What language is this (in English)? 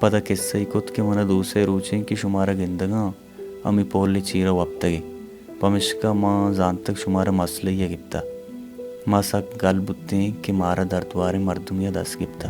Baluchi